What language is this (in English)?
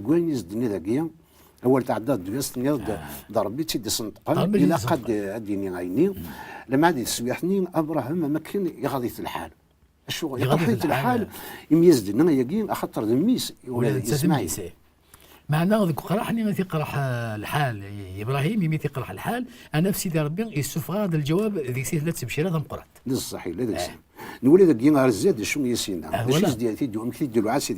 Kabyle